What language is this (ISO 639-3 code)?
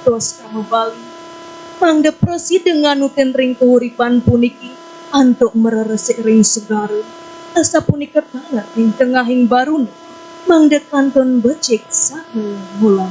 ban